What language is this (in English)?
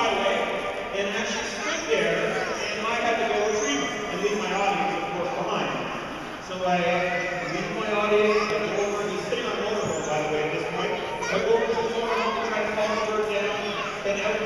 English